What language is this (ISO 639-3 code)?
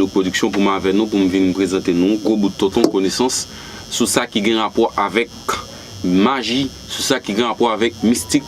hat